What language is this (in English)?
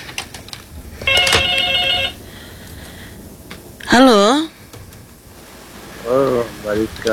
Indonesian